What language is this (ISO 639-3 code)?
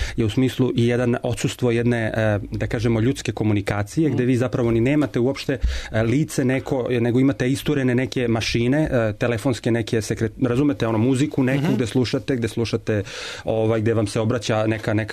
srp